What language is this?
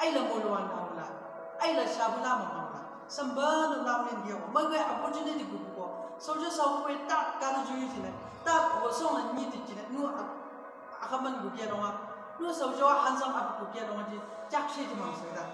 Chang Naga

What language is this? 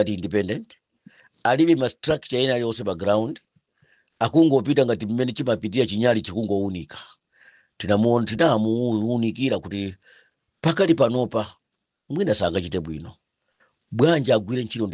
Nyanja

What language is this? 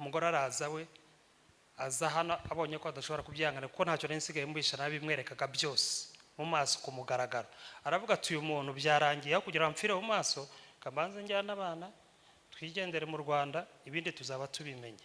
Kinyarwanda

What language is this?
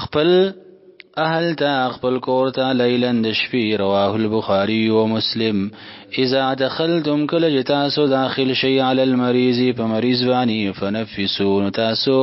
Pashto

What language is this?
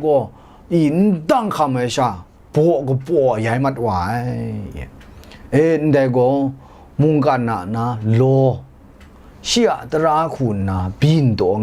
Kachin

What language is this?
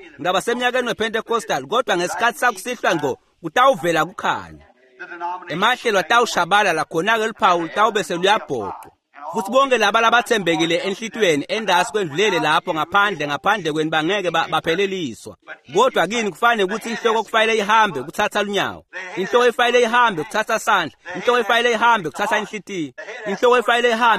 Swati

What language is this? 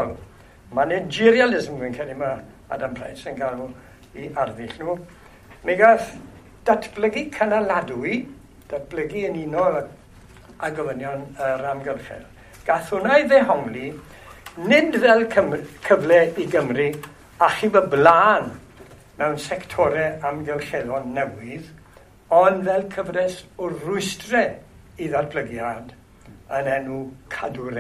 Welsh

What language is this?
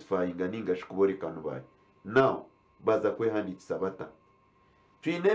Nyankole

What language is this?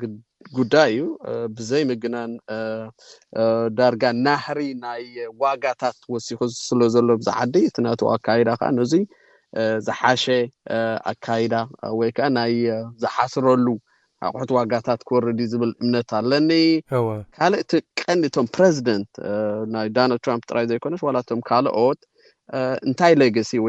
Tigrinya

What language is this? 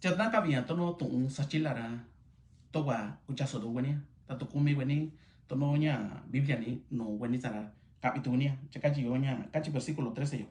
Mixtepec Mixtec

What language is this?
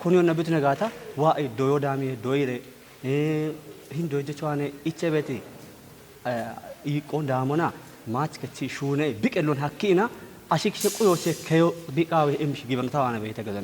Kafa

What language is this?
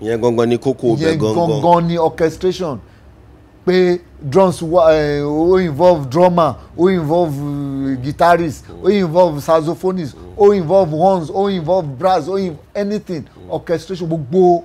Yoruba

